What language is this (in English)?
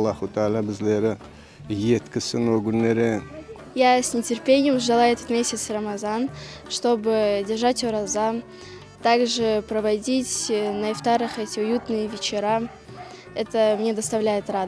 Crimean Tatar